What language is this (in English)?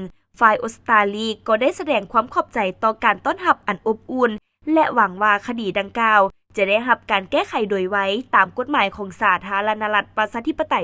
Lao